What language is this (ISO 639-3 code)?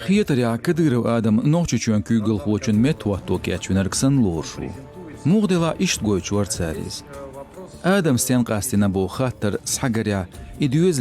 che